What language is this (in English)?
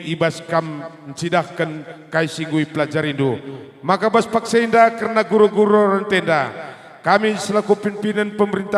Batak Karo